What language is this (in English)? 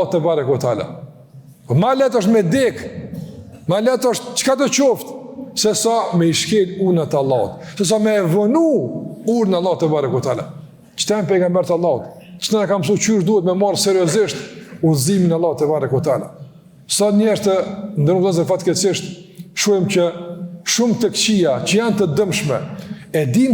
Albanian